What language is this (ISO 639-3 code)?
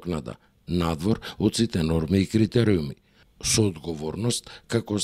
mkd